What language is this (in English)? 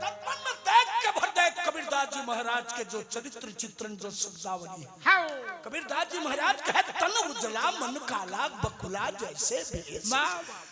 Chhattisgarhi